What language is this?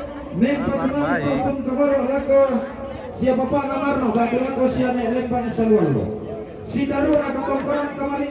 Toraja-Sa'dan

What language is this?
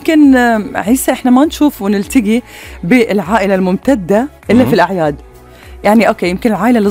Gulf Arabic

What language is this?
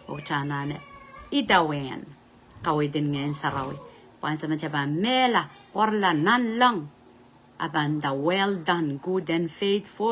Pohnpeian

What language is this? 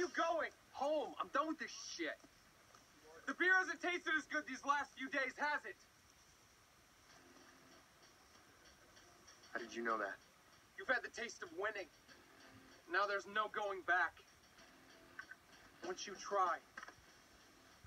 English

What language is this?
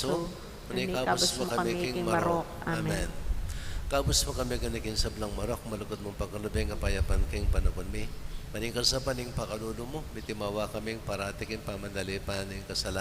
Pampanga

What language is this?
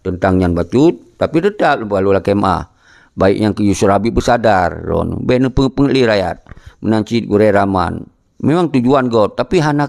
Achinese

